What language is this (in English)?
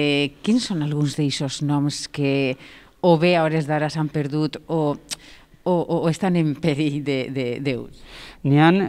Catalan